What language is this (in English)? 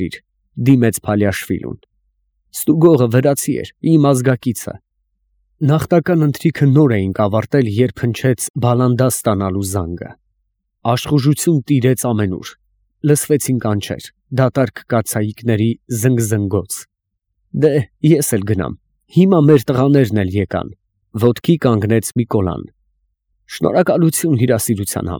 Armenian